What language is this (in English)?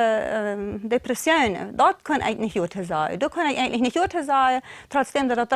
Plautdietsch